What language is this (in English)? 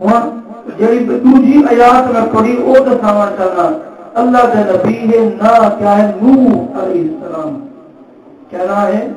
Saraiki